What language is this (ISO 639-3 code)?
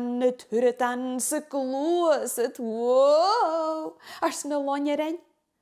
gla